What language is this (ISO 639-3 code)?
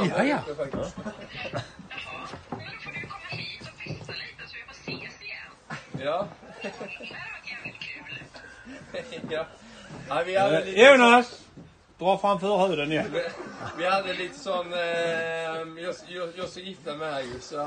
swe